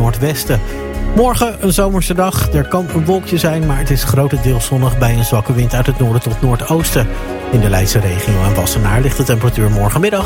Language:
Dutch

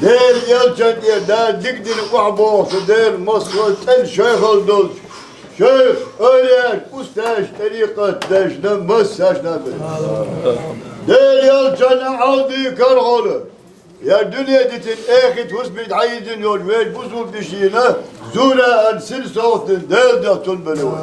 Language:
Chechen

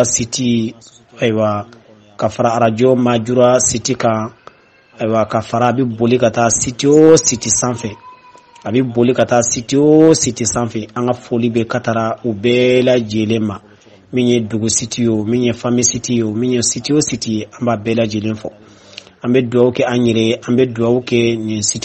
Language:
Bambara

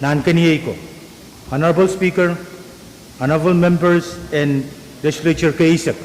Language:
Pohnpeian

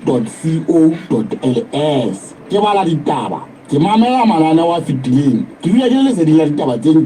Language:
Southern Sotho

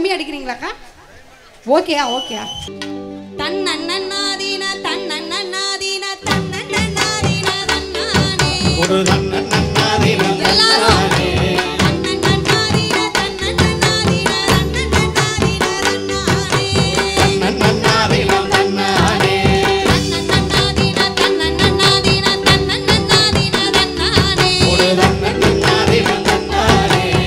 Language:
Tamil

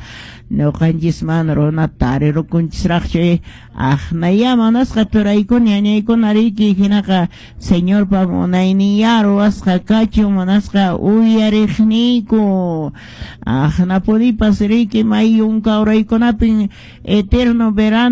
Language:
Quechua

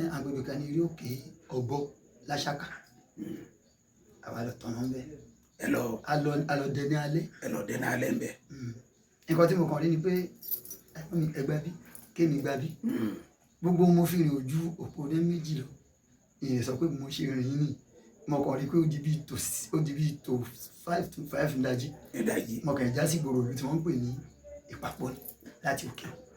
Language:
Yoruba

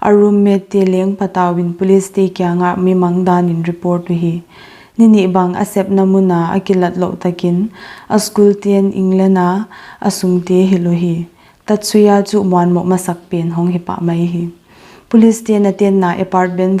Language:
Paite Chin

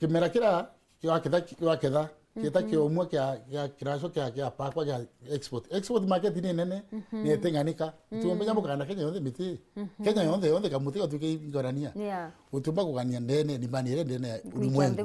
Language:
Meru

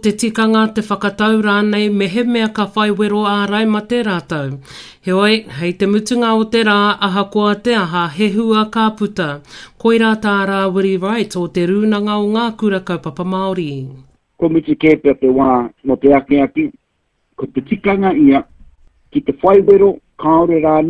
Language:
Māori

